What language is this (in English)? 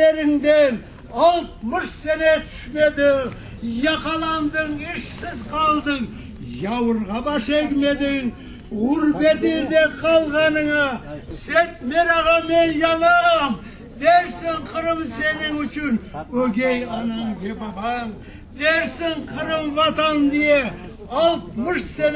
Crimean Tatar